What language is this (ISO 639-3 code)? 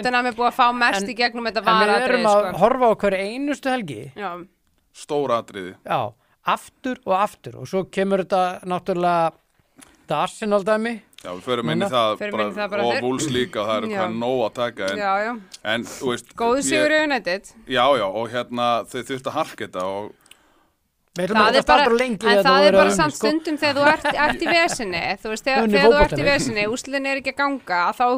isl